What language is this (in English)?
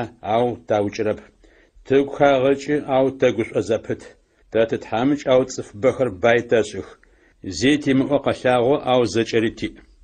Adyghe